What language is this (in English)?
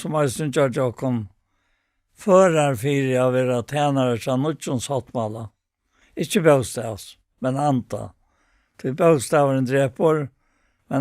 Faroese